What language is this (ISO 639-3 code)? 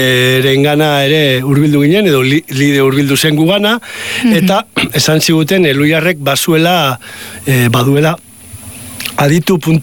eus